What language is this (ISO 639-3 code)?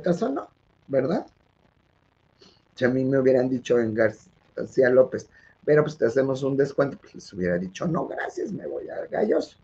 spa